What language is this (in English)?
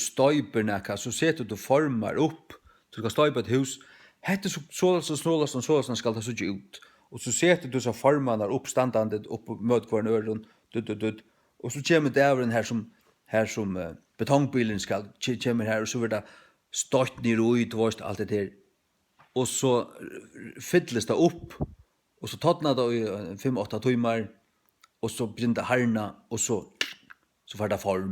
Faroese